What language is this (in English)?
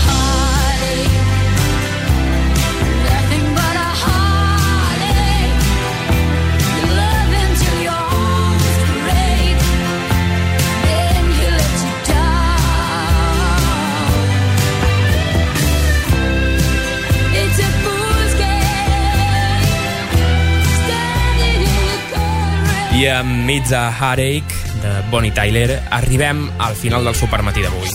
Catalan